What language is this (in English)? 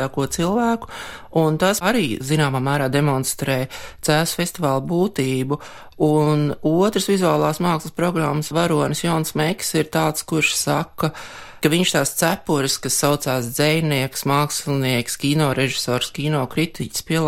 Latvian